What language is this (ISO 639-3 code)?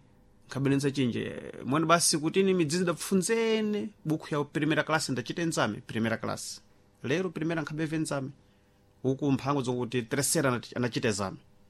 seh